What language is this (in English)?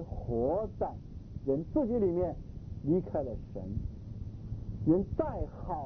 Chinese